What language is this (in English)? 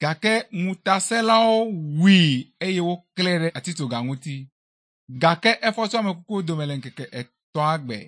Ewe